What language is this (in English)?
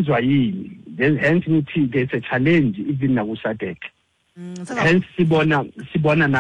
Xhosa